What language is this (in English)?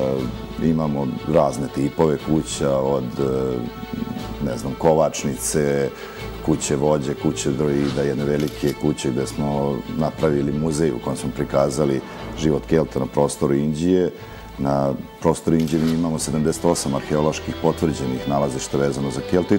Serbian